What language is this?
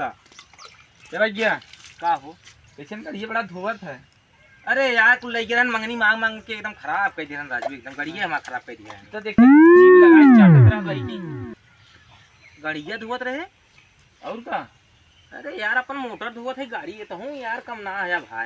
Awadhi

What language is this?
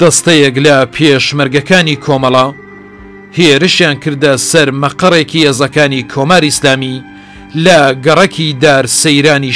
Central Kurdish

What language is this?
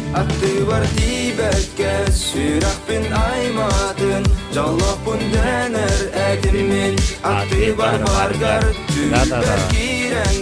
Yakut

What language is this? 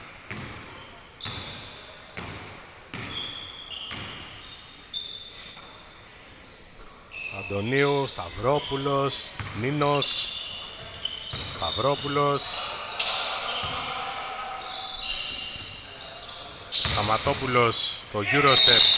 Greek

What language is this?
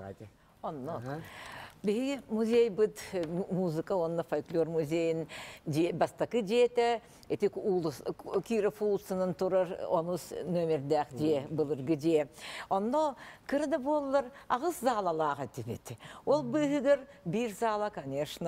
Yakut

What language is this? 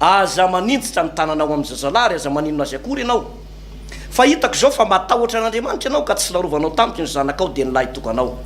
Malagasy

